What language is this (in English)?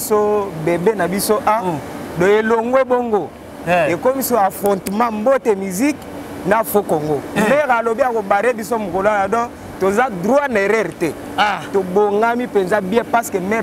Lingala